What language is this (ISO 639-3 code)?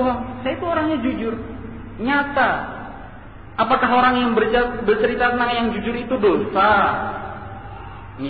ind